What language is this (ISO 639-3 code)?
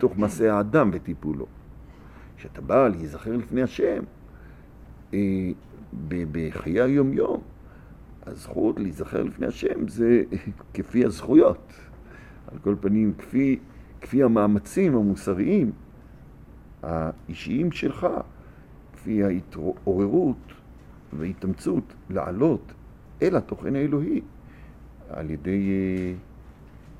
heb